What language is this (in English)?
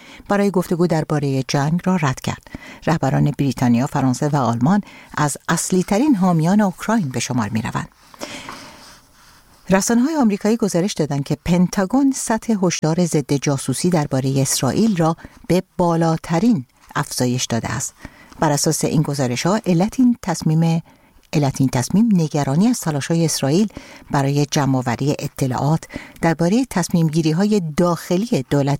Persian